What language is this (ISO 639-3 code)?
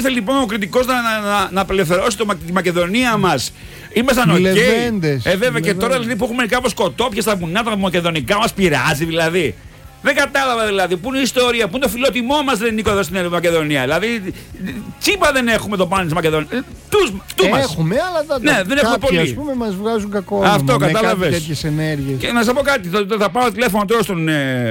ell